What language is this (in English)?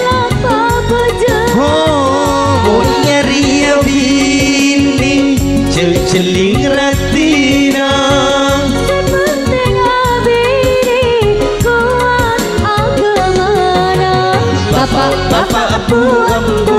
Madurese